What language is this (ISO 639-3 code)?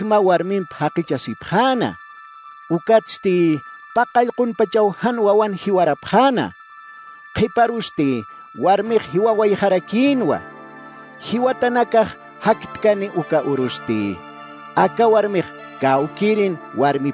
aym